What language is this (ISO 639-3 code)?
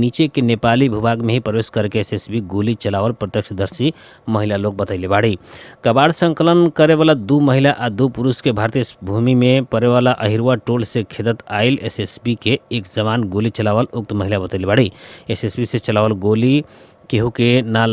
bho